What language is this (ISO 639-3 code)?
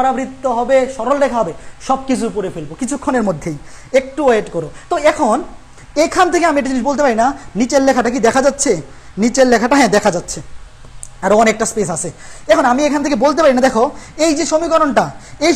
ben